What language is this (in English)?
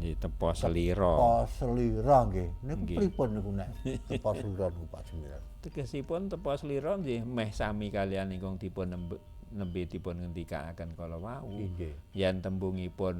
Javanese